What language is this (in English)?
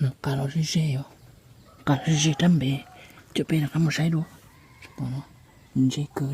Hmong